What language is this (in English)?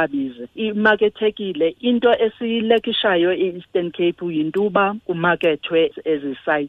Xhosa